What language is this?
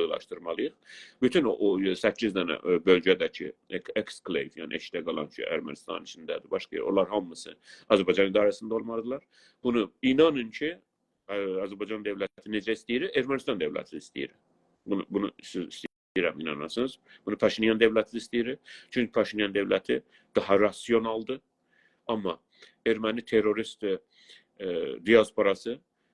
South Azerbaijani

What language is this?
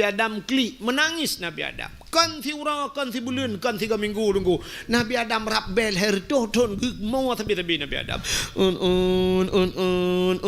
Achinese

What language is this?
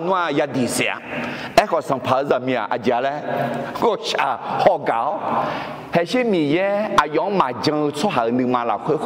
Akha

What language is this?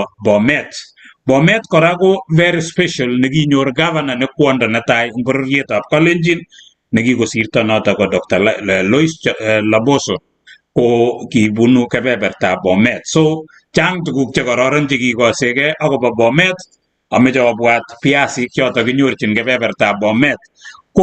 Kalenjin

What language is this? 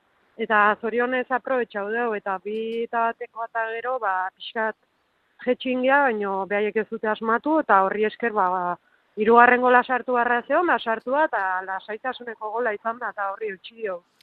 Basque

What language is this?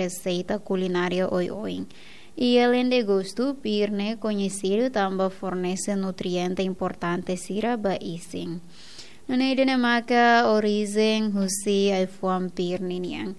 Tetum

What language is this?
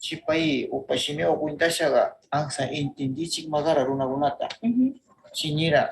Northern Pastaza Quichua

